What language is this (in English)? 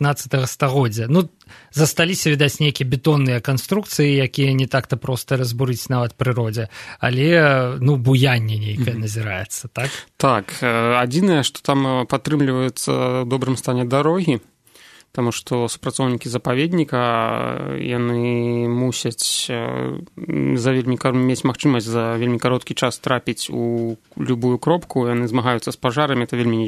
Belarusian